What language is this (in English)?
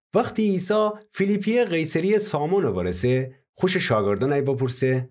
Gilaki